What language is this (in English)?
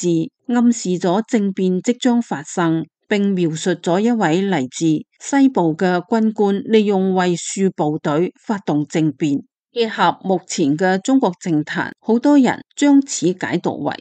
Cantonese